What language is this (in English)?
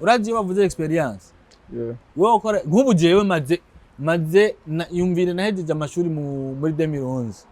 Rundi